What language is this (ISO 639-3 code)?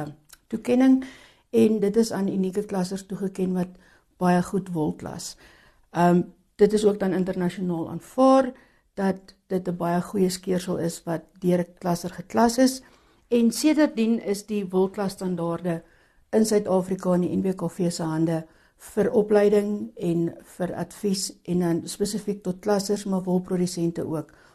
afr